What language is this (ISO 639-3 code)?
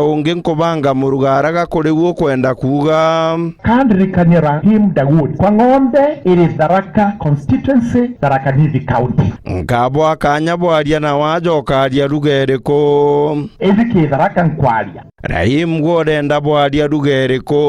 mer